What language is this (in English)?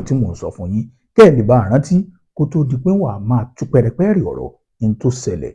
Yoruba